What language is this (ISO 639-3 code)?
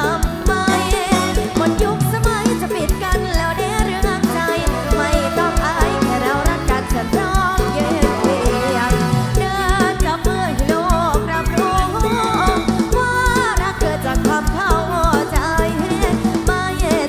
tha